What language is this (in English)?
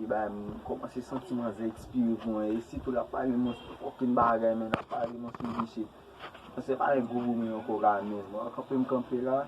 Haitian Creole